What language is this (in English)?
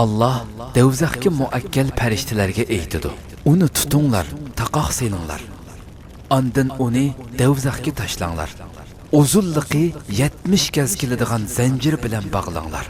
Uyghur